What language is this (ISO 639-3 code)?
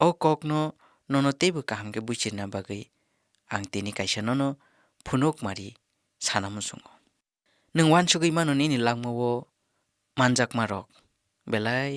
trp